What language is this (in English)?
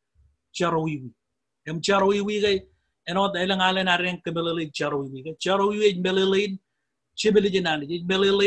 Marshallese